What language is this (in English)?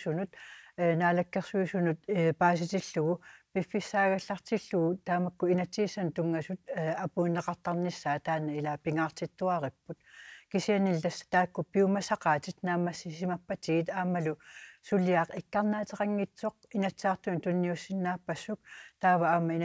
Kalaallisut